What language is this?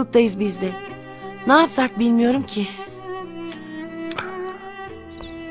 Turkish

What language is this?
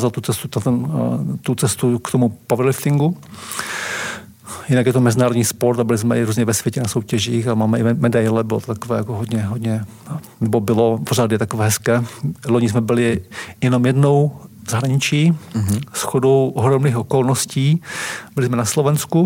Czech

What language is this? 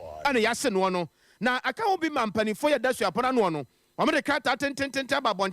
Akan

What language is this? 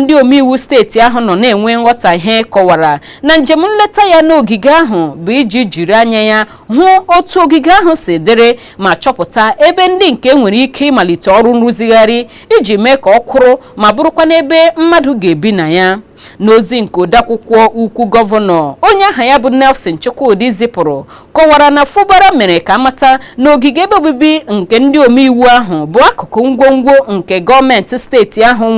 Igbo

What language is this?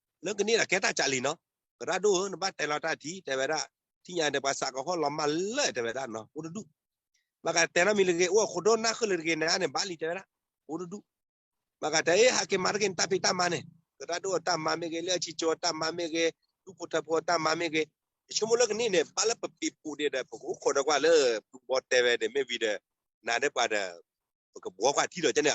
S'gaw Karen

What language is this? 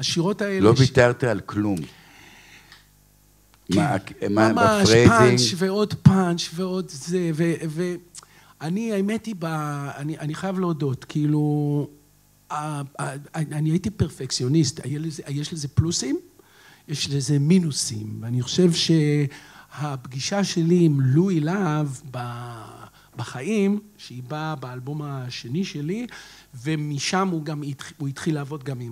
Hebrew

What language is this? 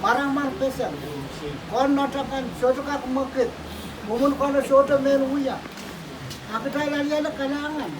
Pohnpeian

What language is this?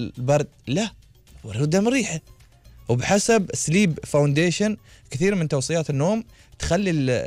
Gulf Arabic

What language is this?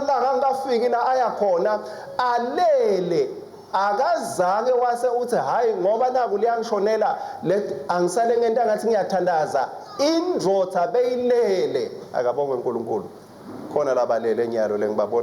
Swati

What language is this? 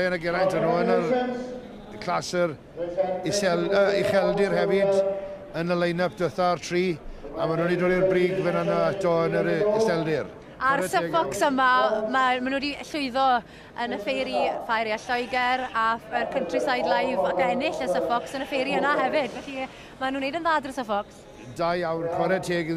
Welsh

